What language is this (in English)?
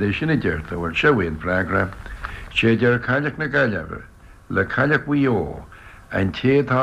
Irish